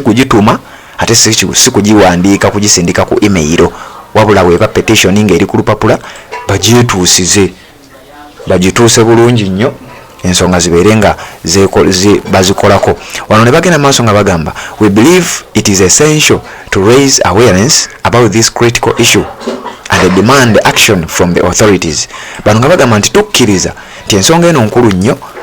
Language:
Ganda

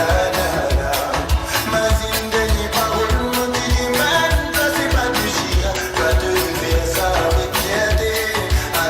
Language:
Morisyen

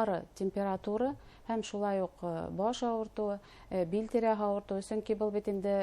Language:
Bashkir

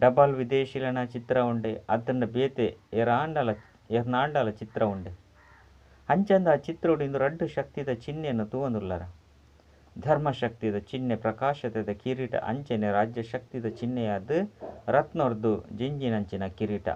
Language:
Tulu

